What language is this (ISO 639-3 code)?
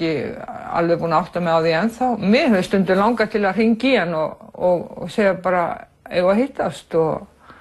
isl